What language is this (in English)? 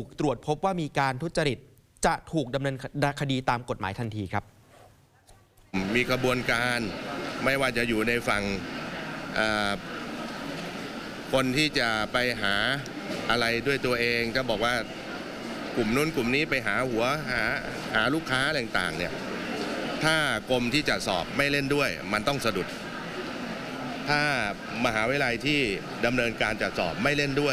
Thai